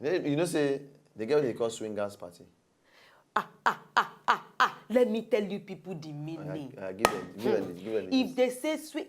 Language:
Nigerian Pidgin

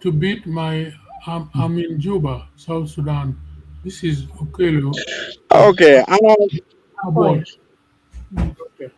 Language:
Acoli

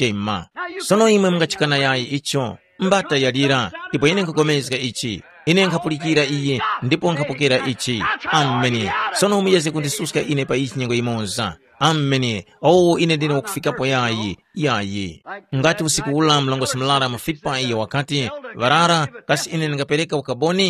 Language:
Tumbuka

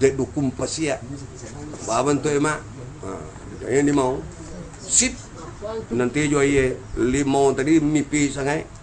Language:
Minangkabau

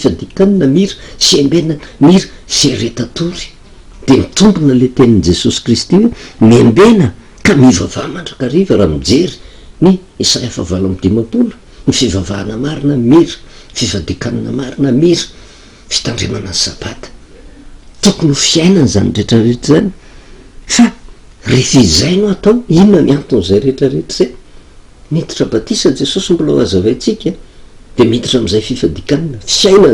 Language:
Malagasy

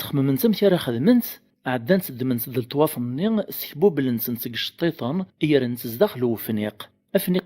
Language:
Kabyle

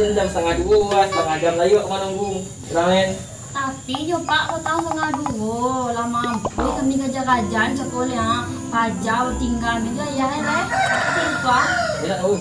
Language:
Minangkabau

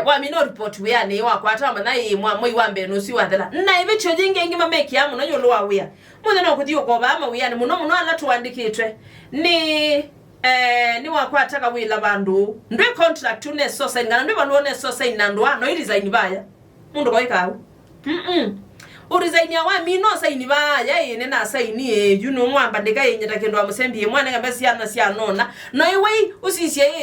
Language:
Kamba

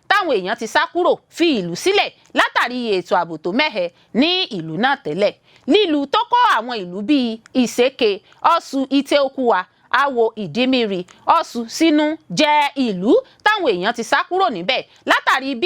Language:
Yoruba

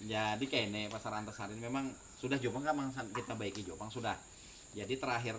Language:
Banjar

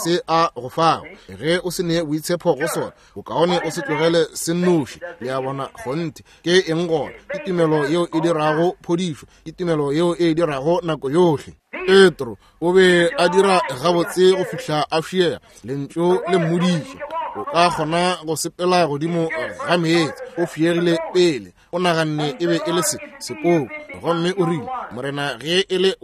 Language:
Northern Sotho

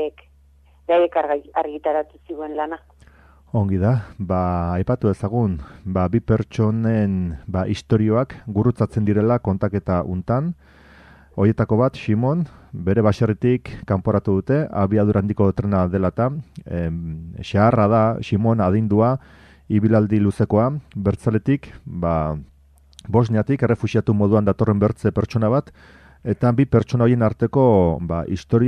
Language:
Basque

